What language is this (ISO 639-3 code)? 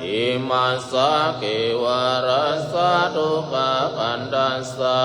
pli